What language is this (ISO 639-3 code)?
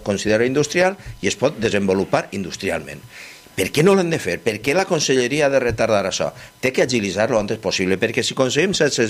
cat